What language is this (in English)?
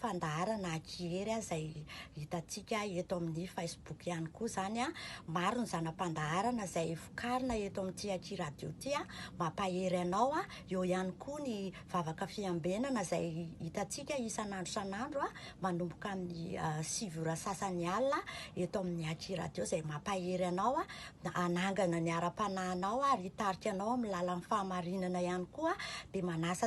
Malagasy